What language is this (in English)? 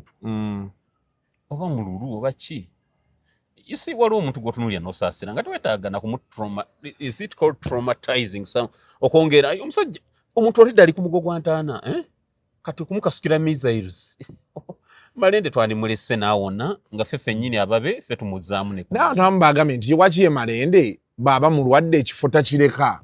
Ganda